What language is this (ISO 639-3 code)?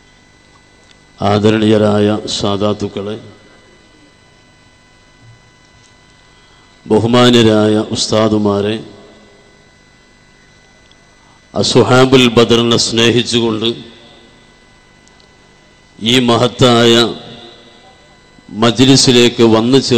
mal